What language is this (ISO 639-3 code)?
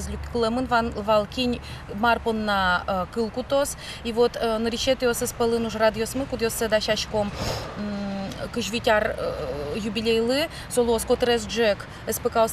udm